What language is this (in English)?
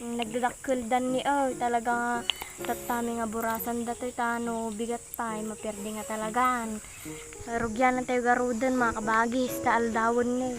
Iloko